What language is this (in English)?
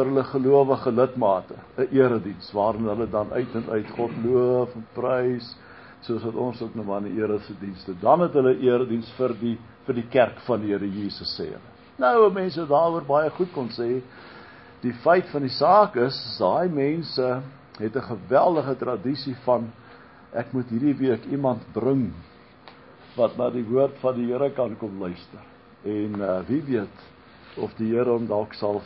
Afrikaans